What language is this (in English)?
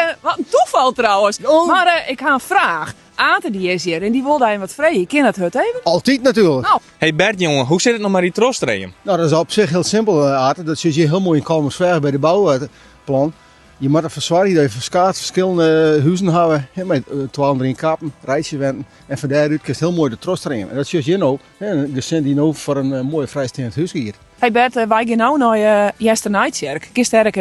Western Frisian